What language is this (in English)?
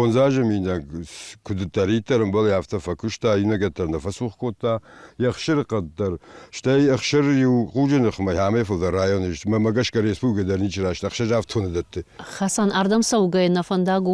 Ossetic